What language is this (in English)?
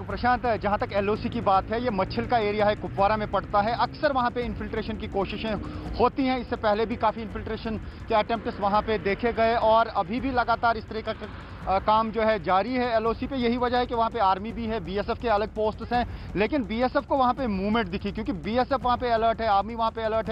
Hindi